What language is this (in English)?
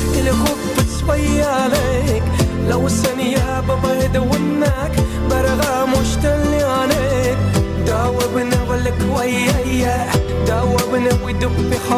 Kara-Kalpak